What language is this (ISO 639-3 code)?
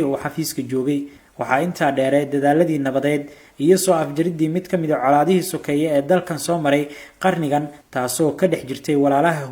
som